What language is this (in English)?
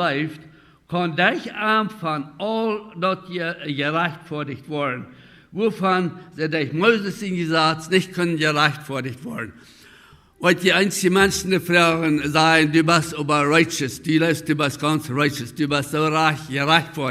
Plautdietsch